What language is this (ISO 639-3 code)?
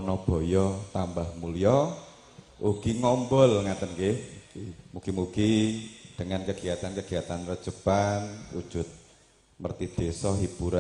jav